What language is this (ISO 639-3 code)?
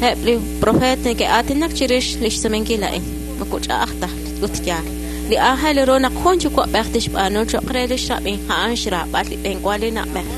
kek